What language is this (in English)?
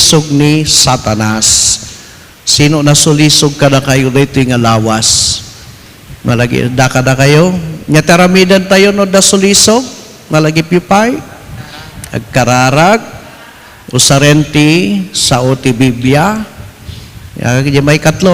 Iloko